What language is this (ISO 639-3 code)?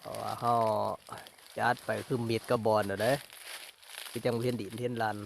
lao